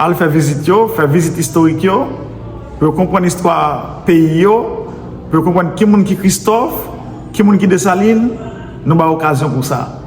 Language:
Haitian Creole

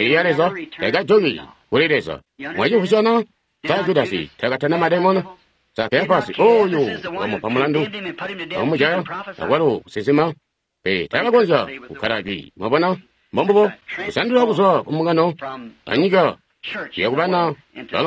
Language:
Tonga (Zambia)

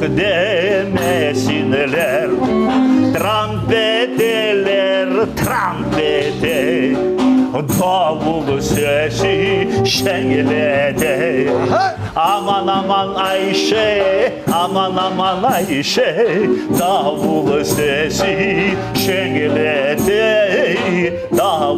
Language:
Crimean Tatar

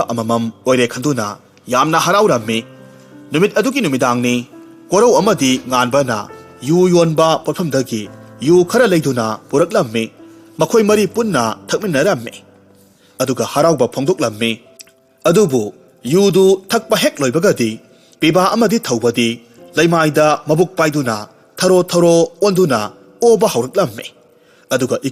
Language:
Manipuri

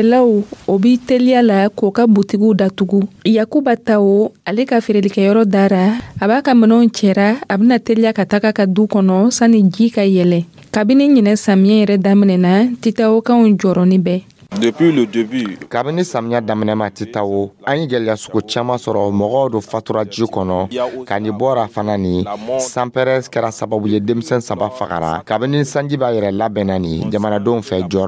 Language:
Dyula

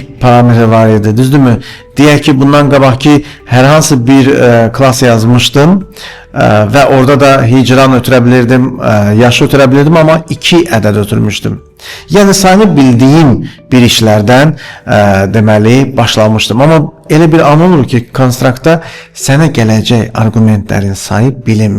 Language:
Azerbaijani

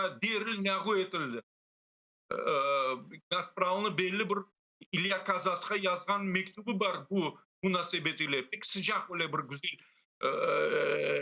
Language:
Crimean Tatar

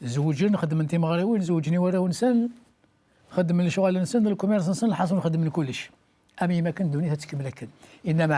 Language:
Kabyle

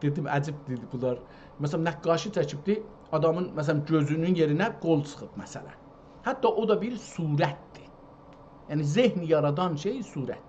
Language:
South Azerbaijani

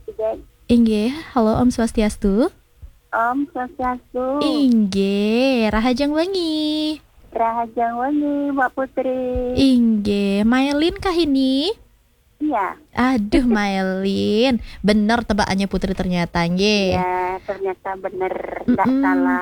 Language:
Balinese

